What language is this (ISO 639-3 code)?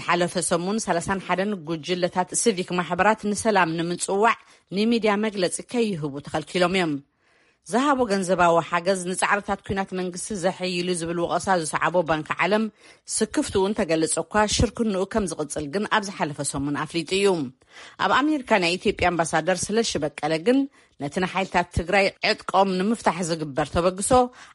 tir